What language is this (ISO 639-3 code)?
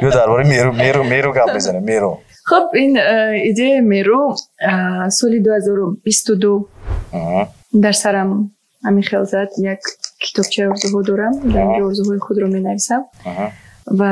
tgk